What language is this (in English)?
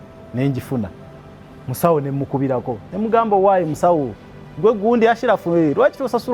Ganda